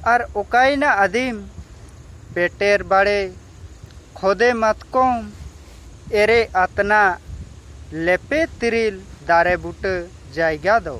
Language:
Santali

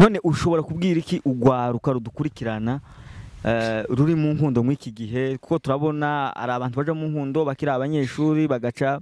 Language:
Rundi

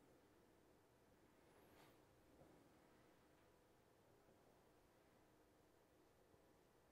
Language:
Slovak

